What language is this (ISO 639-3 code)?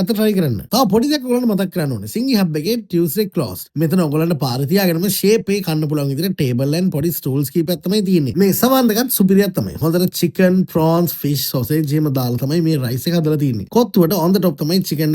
sin